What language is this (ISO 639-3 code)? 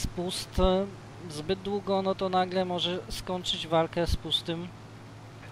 pol